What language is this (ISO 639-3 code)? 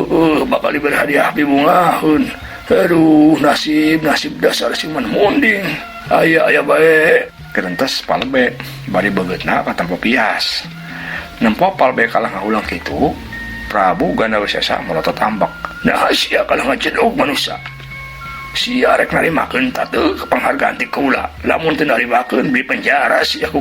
sun